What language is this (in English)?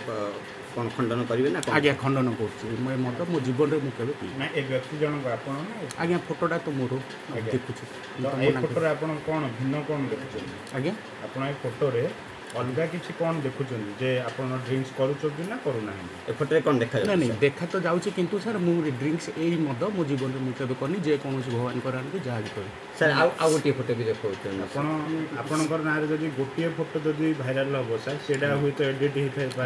Odia